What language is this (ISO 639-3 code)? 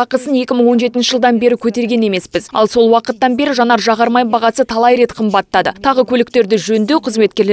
kaz